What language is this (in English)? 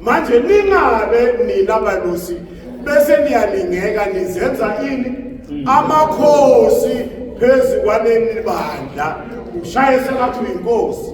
Zulu